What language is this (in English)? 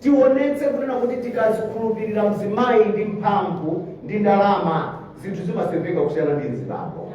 Nyanja